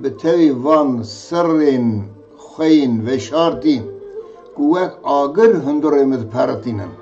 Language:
Kurdish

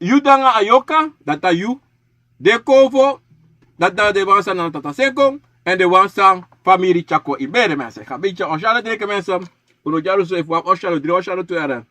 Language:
Sranan Tongo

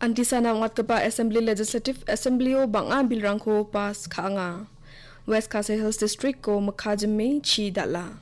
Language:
Garo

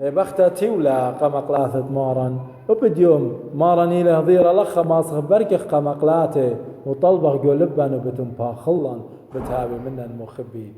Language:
Assyrian Neo-Aramaic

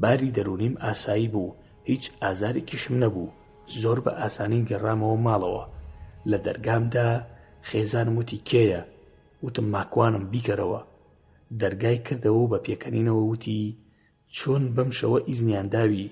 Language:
Central Kurdish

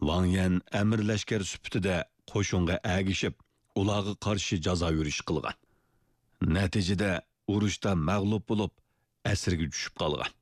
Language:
Uyghur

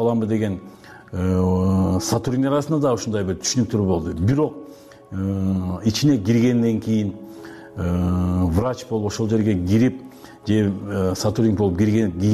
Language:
Kyrgyz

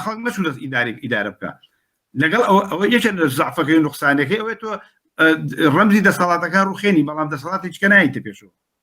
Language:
Central Kurdish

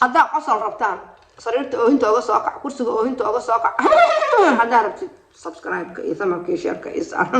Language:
Somali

